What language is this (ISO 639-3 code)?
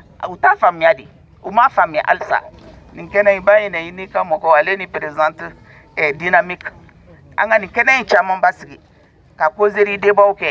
bam